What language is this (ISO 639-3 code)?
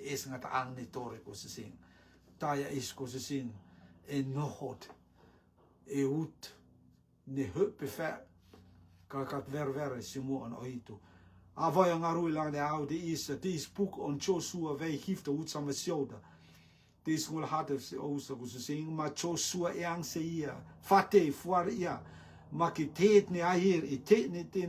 rtm